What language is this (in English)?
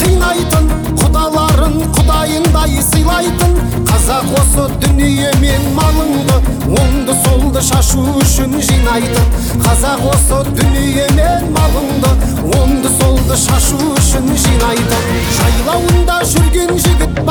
Kazakh